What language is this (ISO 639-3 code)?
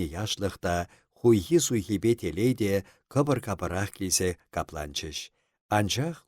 chv